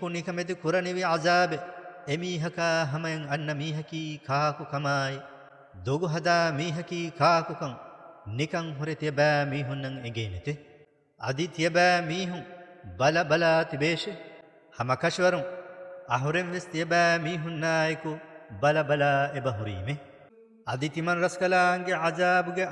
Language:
Divehi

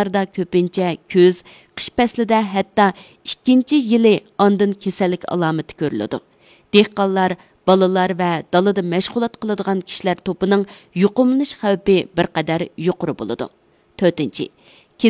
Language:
Uyghur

